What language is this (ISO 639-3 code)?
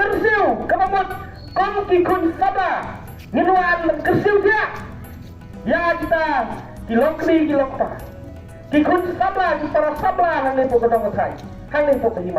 kha